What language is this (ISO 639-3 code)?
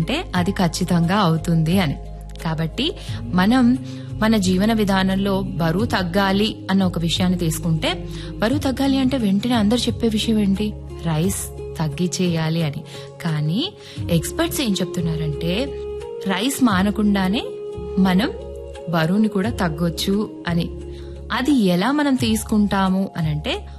tel